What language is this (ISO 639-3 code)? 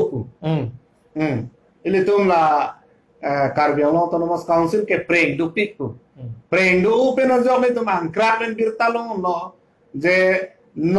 mjw